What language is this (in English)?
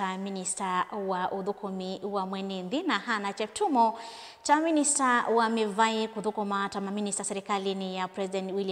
Kamba